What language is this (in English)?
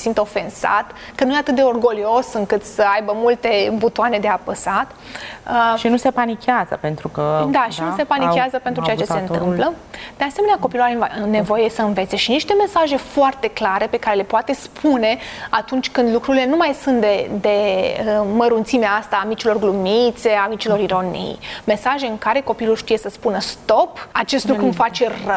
Romanian